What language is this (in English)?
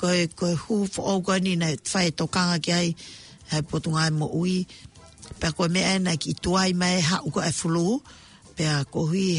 Tongan